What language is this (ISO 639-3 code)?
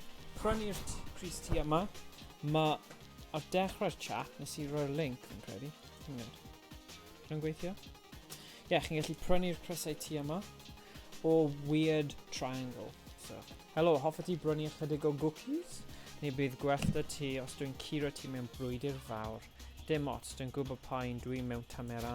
cym